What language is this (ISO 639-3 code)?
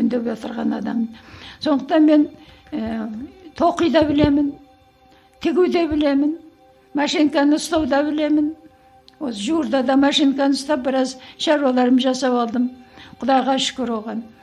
kaz